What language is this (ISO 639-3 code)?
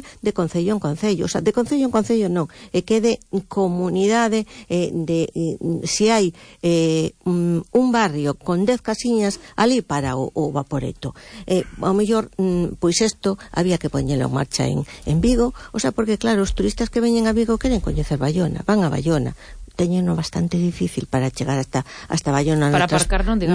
glg